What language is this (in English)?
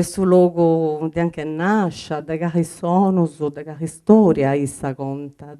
Sardinian